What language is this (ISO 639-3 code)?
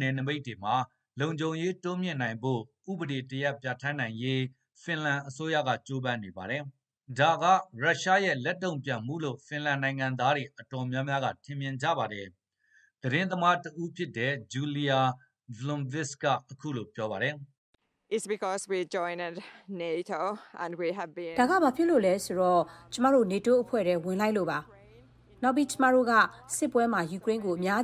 mya